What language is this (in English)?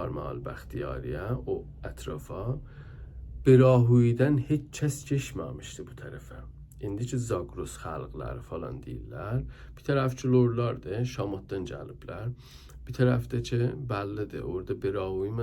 South Azerbaijani